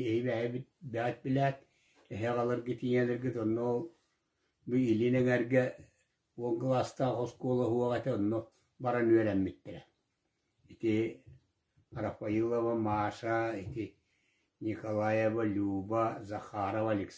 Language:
Yakut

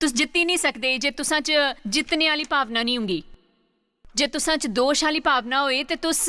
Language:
Dogri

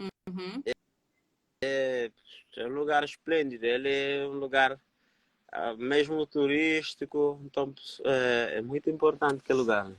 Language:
Kabuverdianu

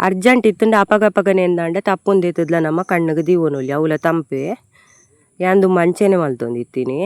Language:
Tulu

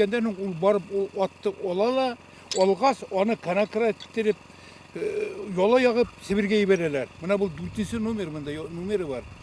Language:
Bashkir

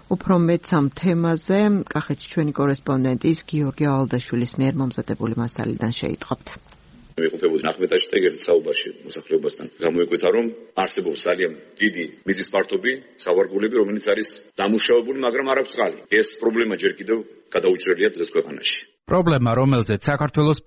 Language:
Georgian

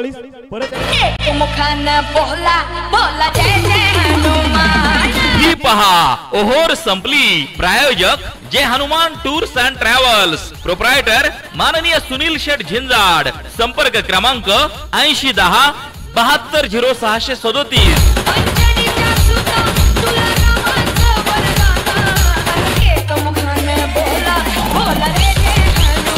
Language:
Marathi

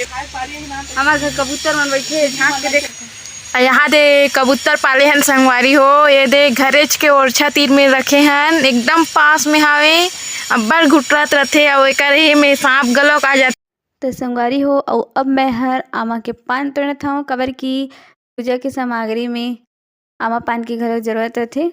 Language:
Chhattisgarhi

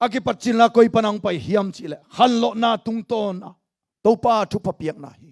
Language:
Tedim Chin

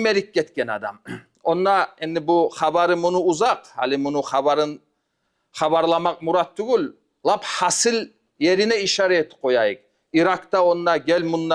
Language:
Kumyk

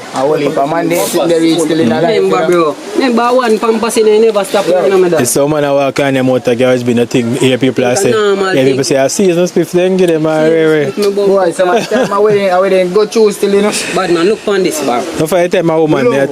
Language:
Jamaican Creole English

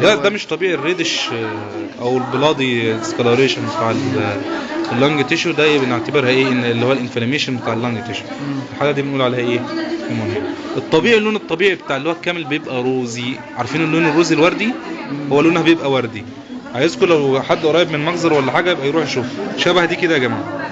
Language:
Egyptian Arabic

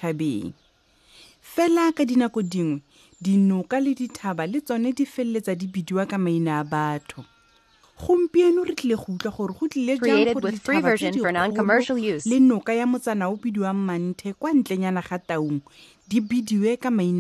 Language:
Tswana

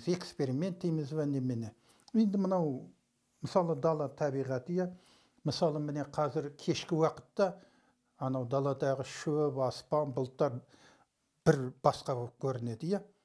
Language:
Kazakh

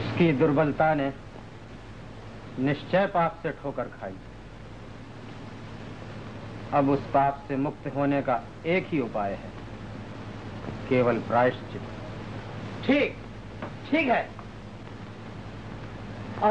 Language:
Hindi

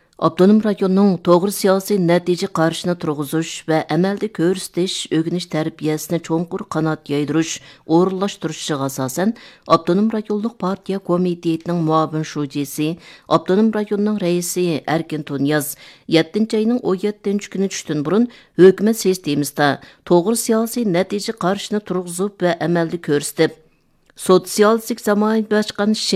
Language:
Uyghur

